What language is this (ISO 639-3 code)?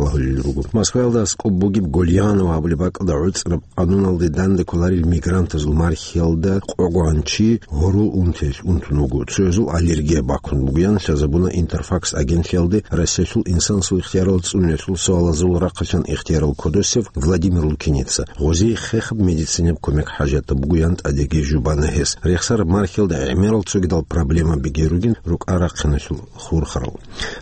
ava